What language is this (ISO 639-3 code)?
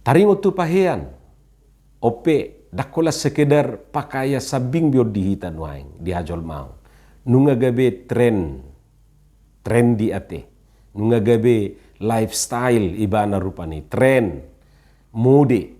bbc